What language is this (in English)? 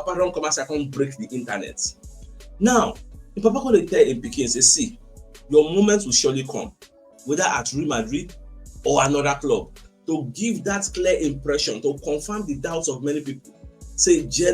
Nigerian Pidgin